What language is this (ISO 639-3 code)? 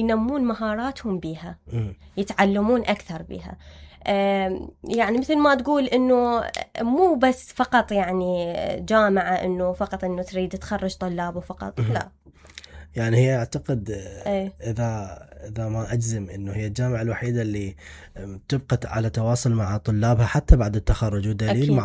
acm